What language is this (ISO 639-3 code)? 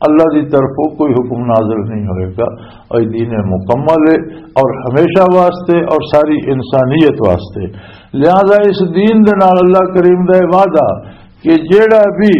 lah